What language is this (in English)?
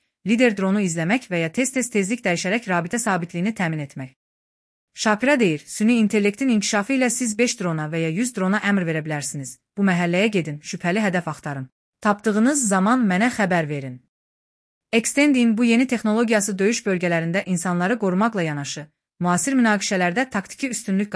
Azerbaijani